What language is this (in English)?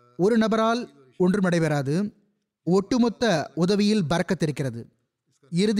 Tamil